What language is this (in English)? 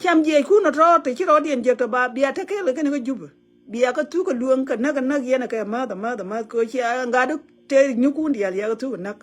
Nuer